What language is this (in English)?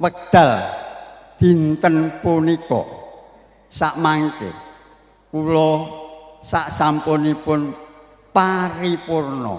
Javanese